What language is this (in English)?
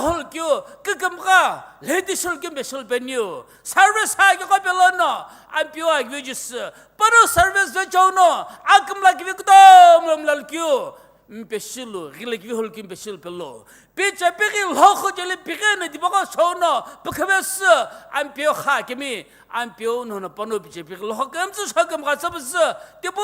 Sumi Naga